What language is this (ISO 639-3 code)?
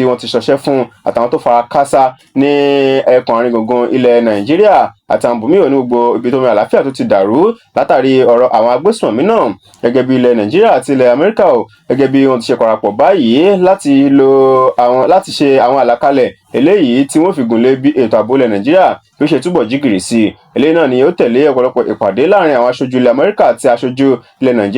yor